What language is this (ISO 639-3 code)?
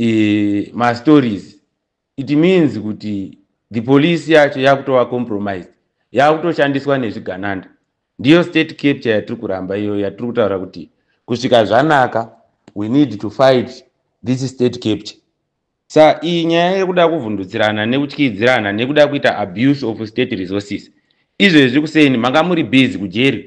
sna